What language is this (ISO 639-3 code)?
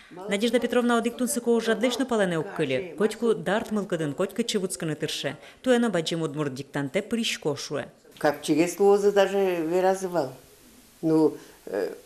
udm